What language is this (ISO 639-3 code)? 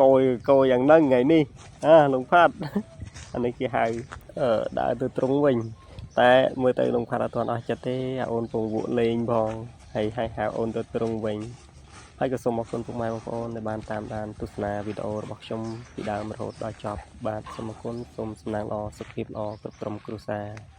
khm